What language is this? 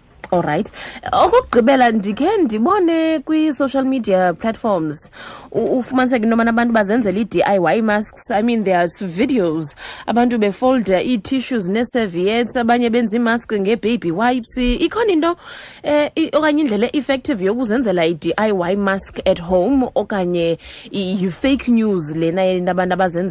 Xhosa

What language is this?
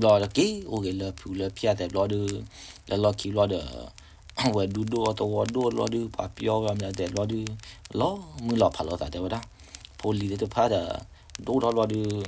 S'gaw Karen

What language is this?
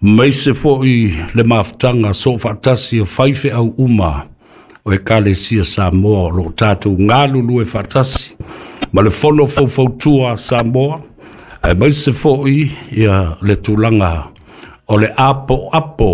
Samoan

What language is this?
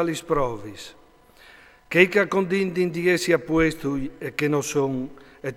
Friulian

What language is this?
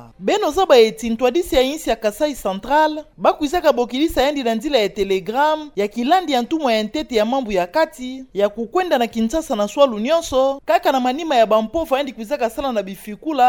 Kituba (Democratic Republic of Congo)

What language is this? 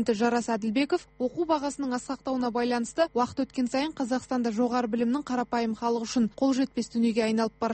Kazakh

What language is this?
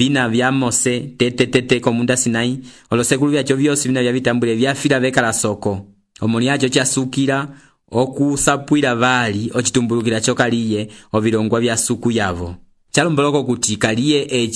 Umbundu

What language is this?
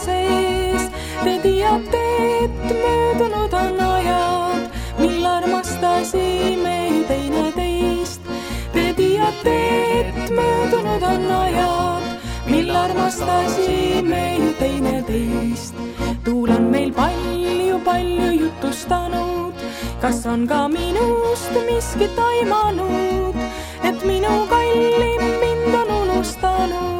Estonian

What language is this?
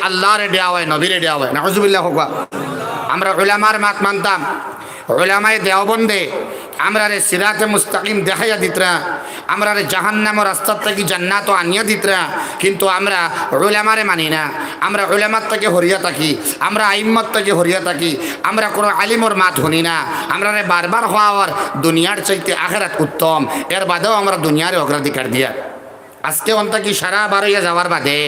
Sylheti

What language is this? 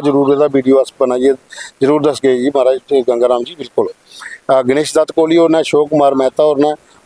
Dogri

